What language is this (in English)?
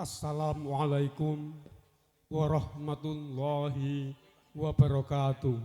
Javanese